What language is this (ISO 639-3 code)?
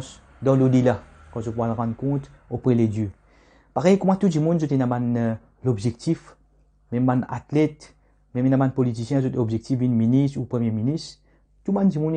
mfe